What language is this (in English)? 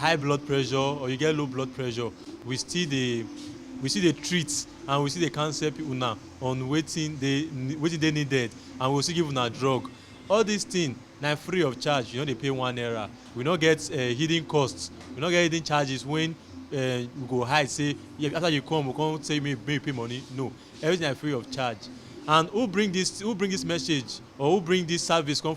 Nigerian Pidgin